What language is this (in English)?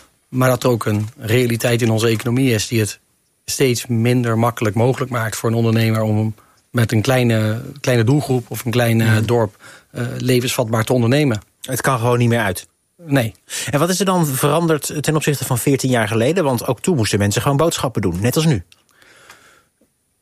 Dutch